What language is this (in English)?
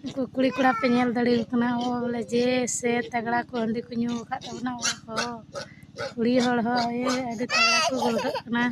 Santali